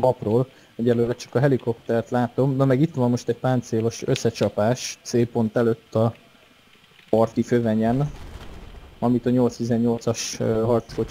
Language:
Hungarian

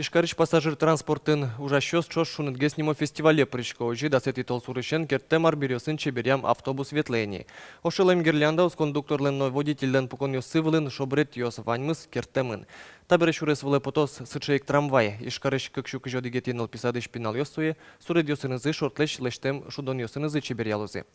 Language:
Udmurt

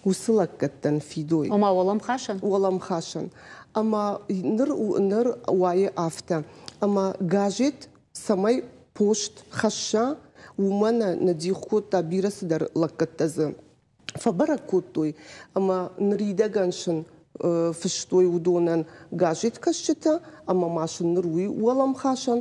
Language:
Ossetic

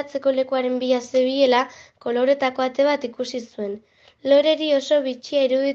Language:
Basque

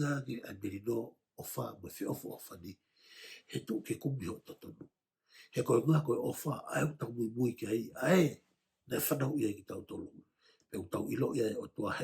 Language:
Tongan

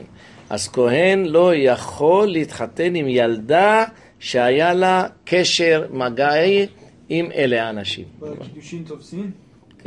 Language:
Hebrew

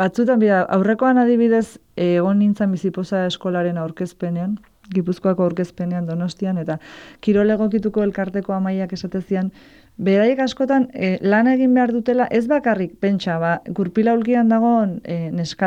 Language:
Basque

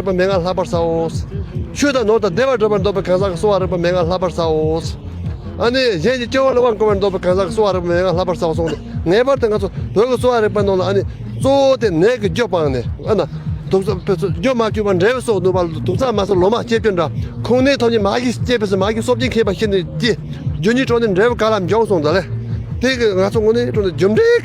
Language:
Tibetan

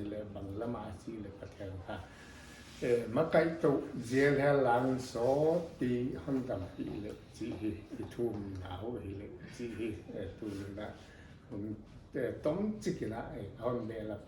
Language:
Paite Chin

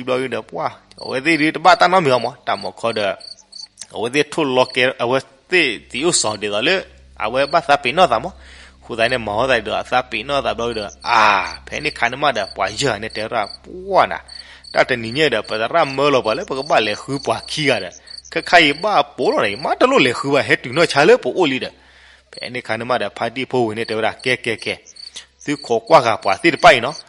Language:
S'gaw Karen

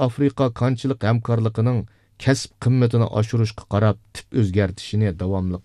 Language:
Uyghur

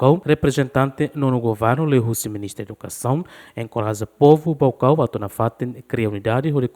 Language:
Tetum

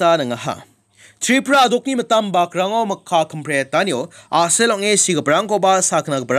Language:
Garo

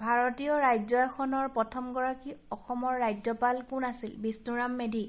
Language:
Assamese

